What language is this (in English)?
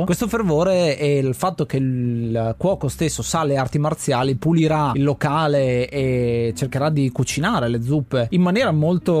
Italian